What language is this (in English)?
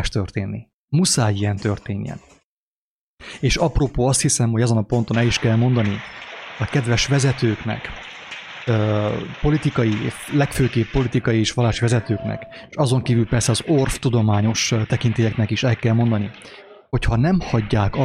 Hungarian